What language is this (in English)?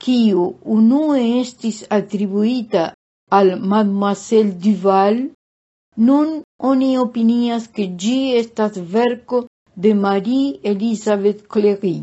Esperanto